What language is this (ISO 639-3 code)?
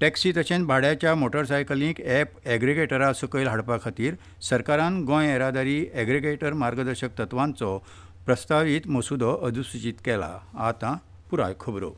kok